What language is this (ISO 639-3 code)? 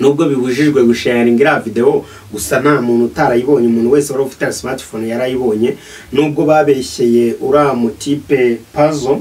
kin